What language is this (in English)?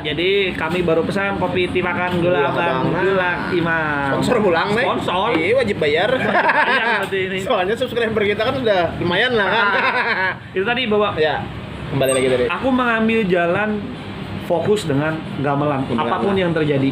Banjar